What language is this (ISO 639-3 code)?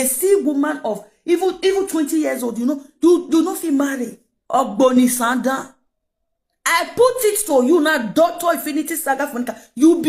pcm